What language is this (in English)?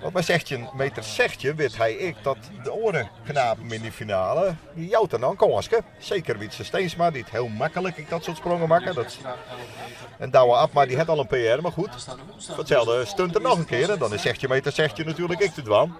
Western Frisian